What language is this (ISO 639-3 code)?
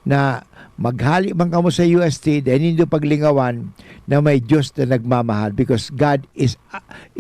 bik